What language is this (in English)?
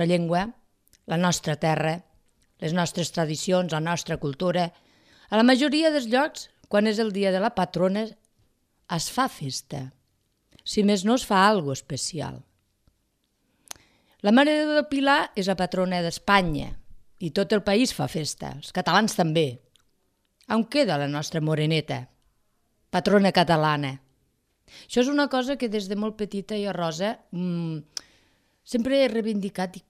Catalan